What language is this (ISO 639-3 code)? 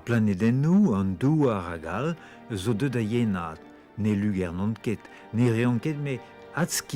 bre